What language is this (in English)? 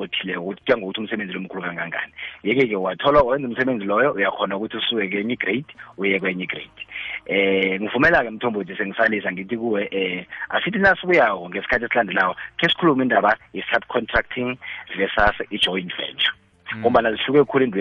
South Ndebele